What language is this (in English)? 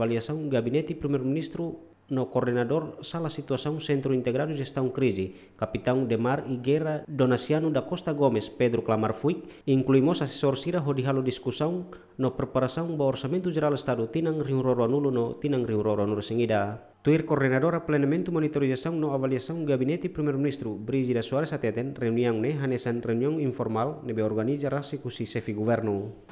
Tetum